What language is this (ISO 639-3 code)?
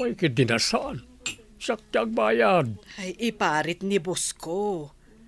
ilo